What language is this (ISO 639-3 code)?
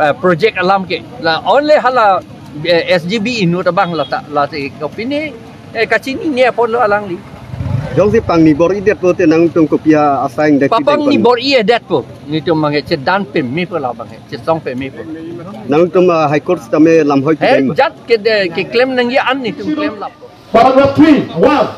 mjw